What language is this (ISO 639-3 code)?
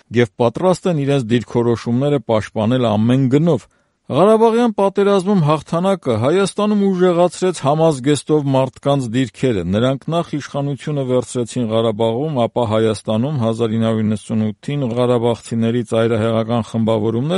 hye